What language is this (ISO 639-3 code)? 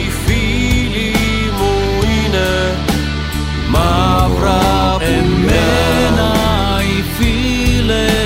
ell